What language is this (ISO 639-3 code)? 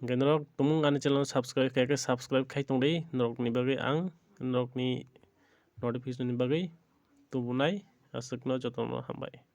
trp